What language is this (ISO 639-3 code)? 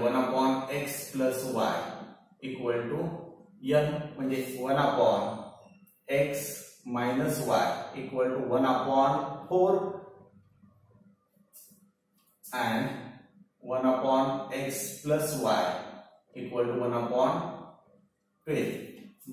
mar